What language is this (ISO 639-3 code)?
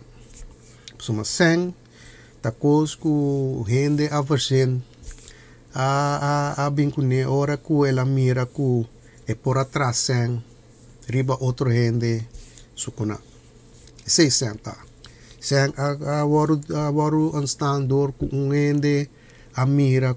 pap